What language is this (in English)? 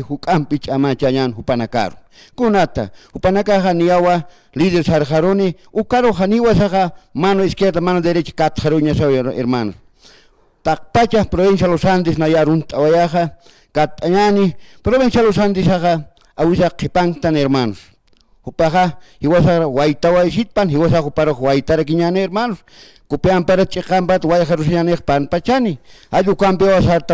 Aymara